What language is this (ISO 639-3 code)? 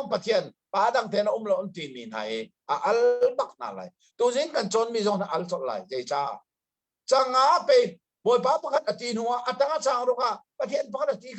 cnh